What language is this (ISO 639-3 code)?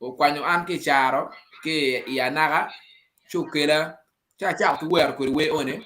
ach